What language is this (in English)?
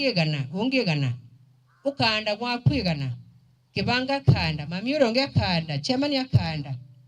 Meru